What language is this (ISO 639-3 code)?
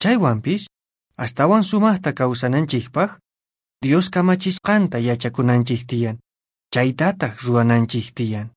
que